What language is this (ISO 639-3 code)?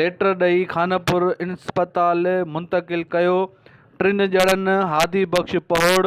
snd